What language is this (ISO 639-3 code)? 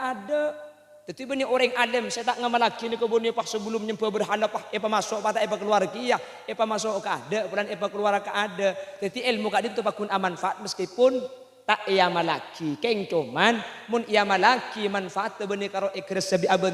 mad